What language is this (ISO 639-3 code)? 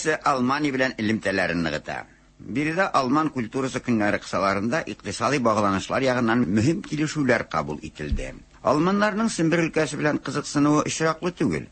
tat